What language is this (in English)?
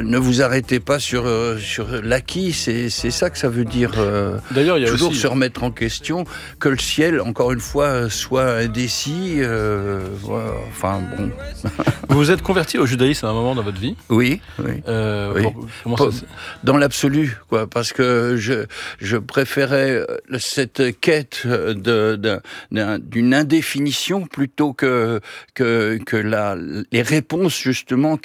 French